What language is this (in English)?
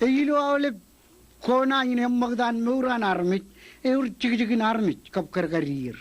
Marshallese